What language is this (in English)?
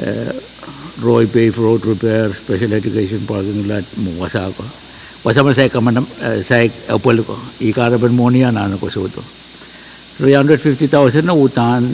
Pohnpeian